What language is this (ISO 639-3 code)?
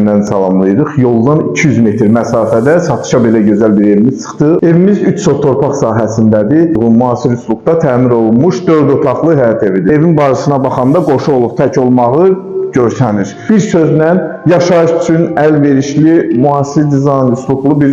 aze